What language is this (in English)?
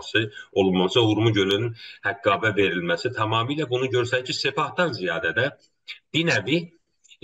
South Azerbaijani